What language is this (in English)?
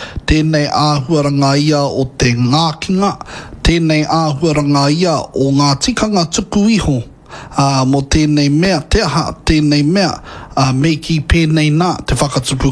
Māori